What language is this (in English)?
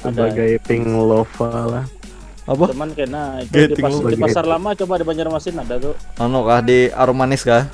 Banjar